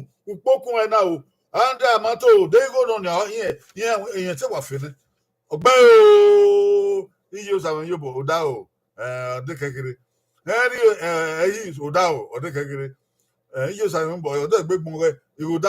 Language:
Bini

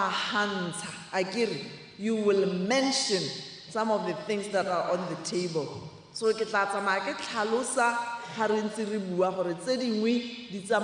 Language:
Tswana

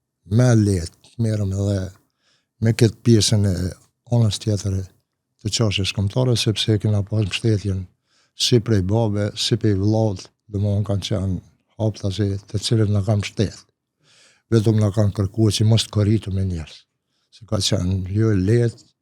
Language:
Albanian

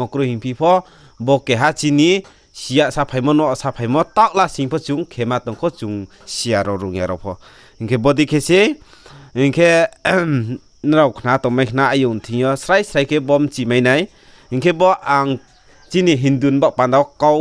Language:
Riang (India)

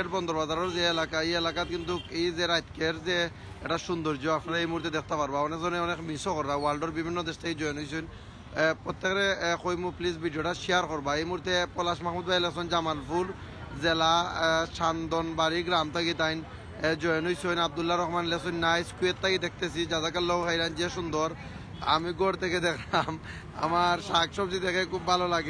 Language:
Sylheti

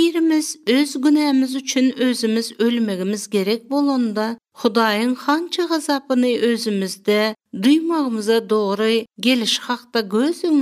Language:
Turkmen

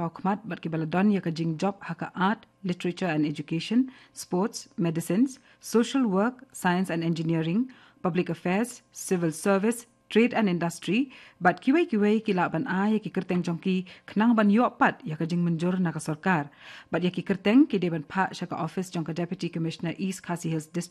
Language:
Khasi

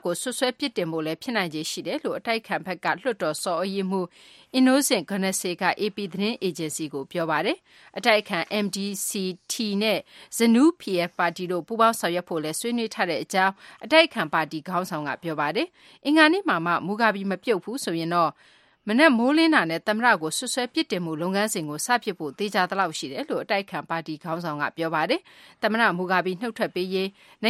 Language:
Burmese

